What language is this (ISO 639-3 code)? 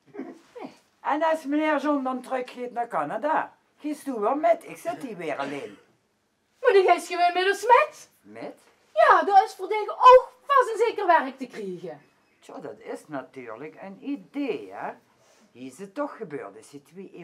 lim